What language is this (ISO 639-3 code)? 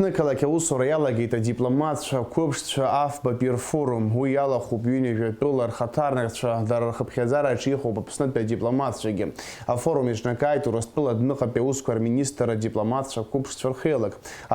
abk